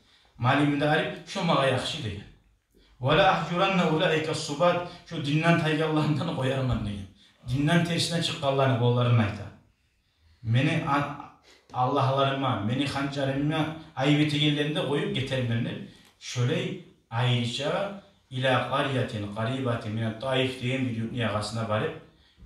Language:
Kumyk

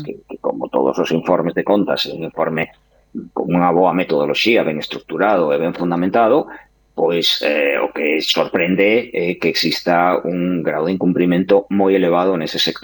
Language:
Galician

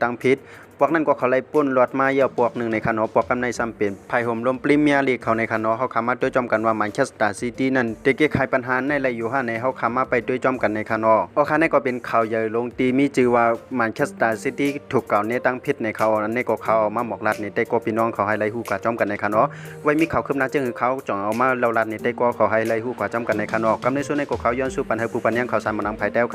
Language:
Shan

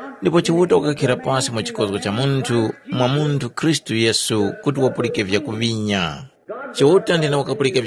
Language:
Tumbuka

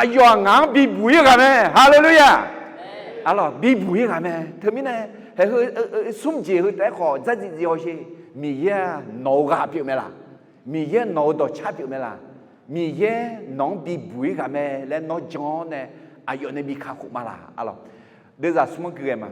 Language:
Akha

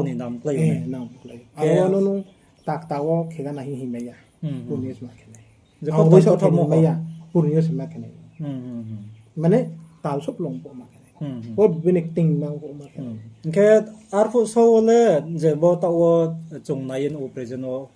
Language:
Riang (India)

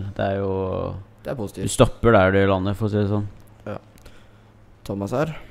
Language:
Norwegian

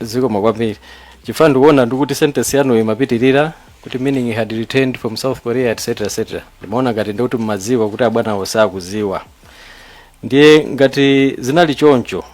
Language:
Nyanja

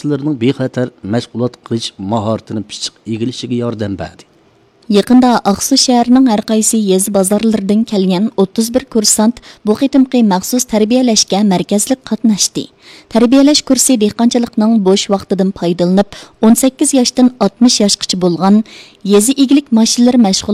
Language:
Uyghur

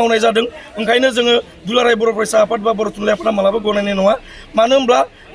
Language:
Bodo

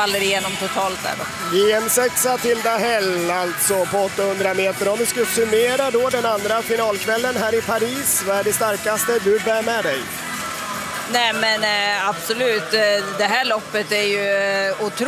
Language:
Swedish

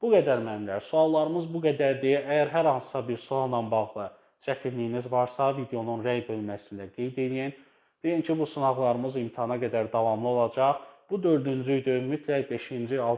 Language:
Azerbaijani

